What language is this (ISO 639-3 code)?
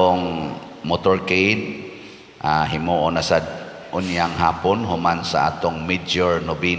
ceb